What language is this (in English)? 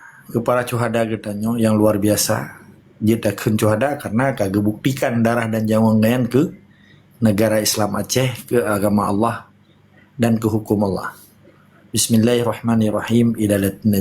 Achinese